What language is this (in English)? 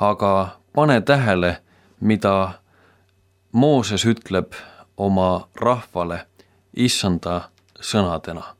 Estonian